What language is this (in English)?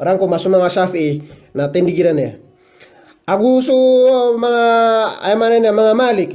Maranao